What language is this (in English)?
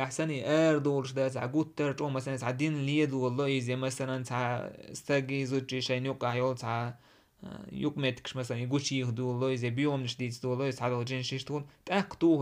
Chechen